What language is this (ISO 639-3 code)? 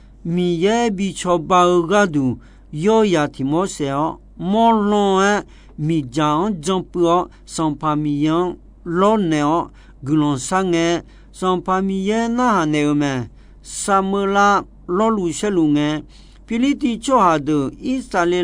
ahk